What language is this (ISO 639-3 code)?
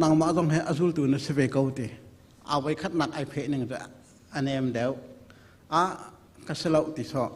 cnh